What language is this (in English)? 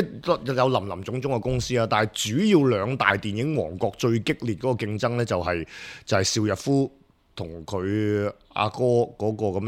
Cantonese